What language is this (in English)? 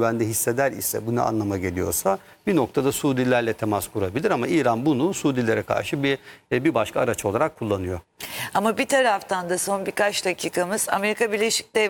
Turkish